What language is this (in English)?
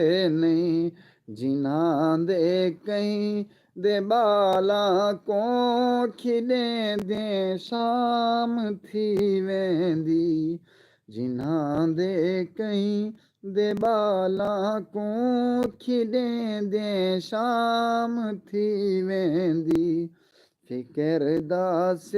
Saraiki